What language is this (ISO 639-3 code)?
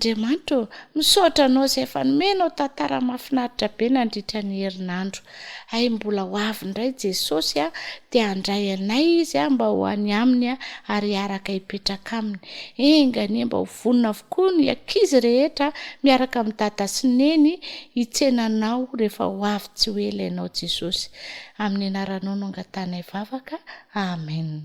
mlg